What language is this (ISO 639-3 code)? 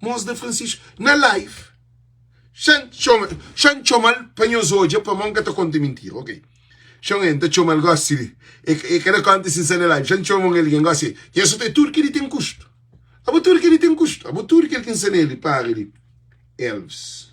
kea